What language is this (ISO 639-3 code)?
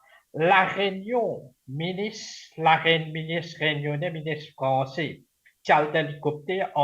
mfe